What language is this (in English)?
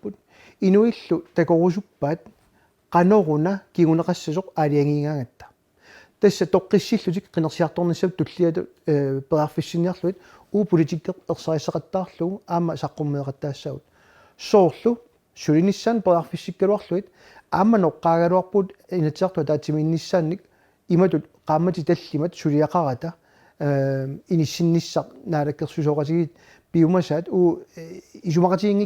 Kalaallisut